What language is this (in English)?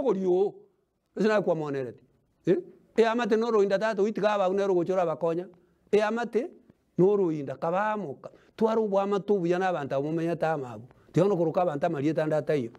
Gusii